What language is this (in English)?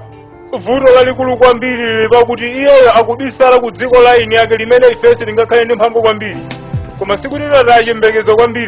Nyanja